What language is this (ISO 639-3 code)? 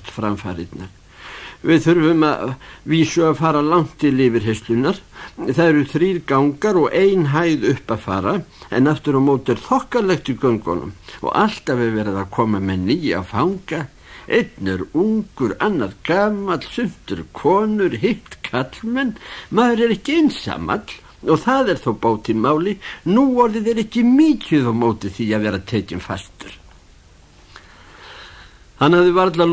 isl